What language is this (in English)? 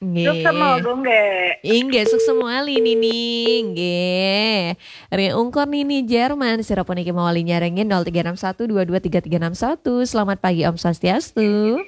Balinese